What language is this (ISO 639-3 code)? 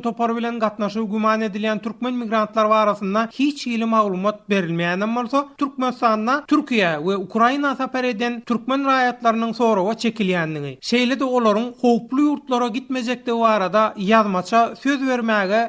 tuk